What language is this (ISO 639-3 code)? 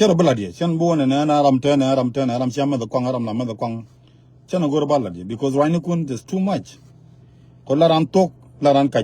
nus